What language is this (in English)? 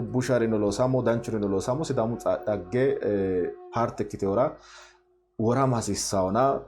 Sidamo